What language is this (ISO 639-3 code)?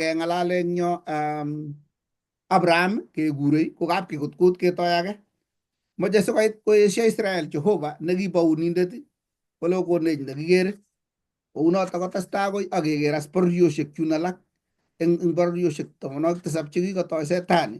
kln